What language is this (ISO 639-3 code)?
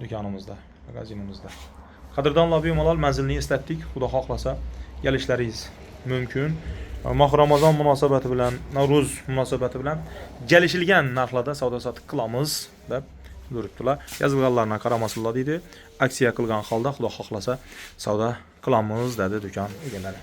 uzb